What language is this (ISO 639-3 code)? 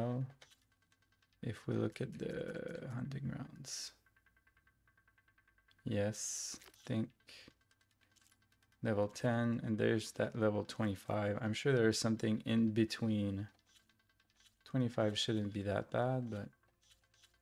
eng